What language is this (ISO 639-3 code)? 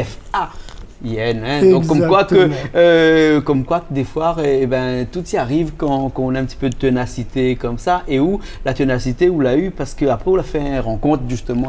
rcf